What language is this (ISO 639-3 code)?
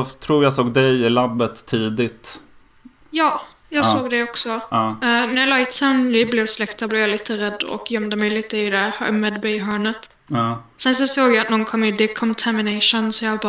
swe